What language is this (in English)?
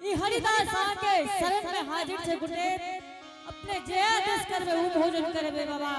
Angika